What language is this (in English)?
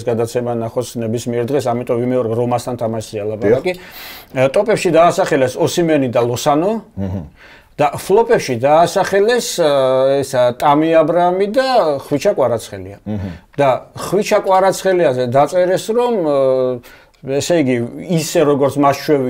Georgian